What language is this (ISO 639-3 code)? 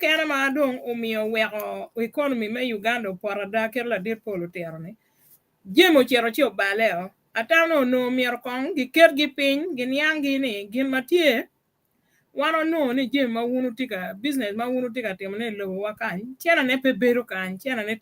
ach